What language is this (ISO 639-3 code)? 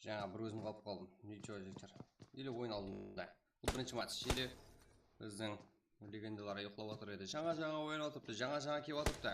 kaa